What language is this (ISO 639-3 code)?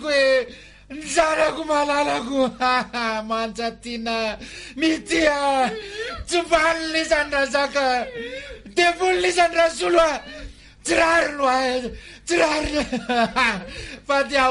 mlg